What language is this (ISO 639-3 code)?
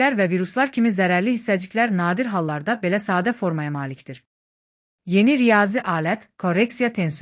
aze